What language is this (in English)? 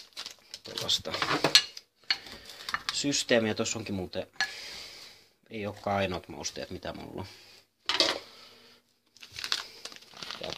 Finnish